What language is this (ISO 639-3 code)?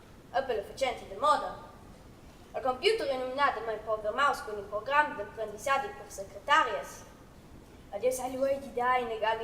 roh